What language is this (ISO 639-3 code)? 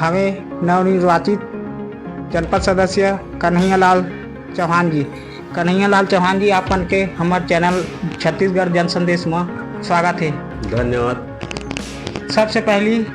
hne